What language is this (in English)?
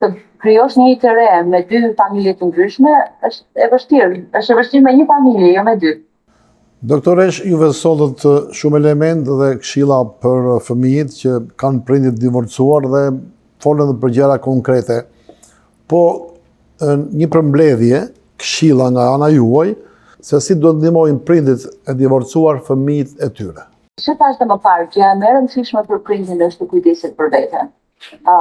Albanian